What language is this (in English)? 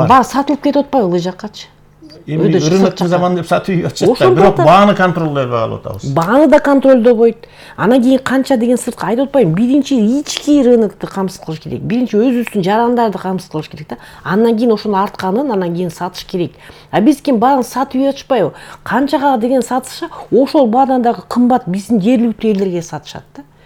Kyrgyz